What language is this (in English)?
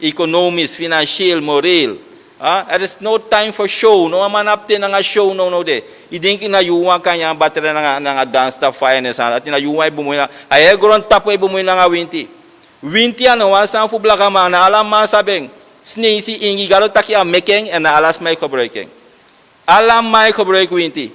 Sranan Tongo